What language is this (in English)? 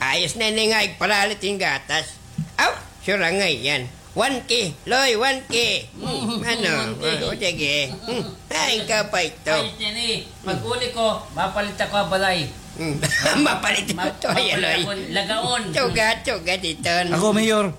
Waray